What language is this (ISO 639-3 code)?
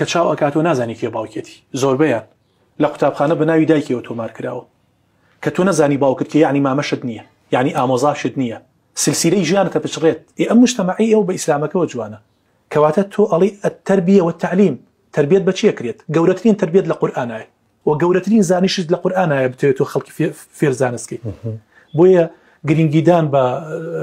ckb